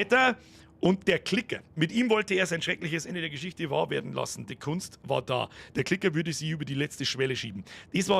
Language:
Bavarian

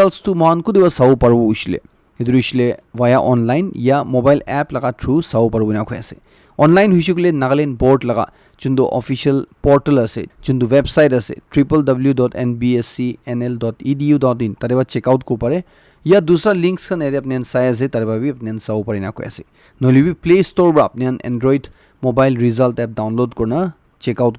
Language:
Naga Pidgin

